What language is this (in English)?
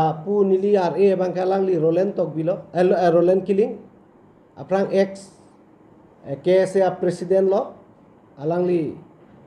Karbi